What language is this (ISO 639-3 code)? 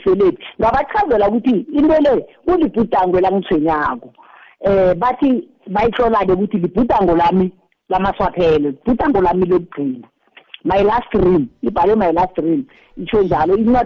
nbl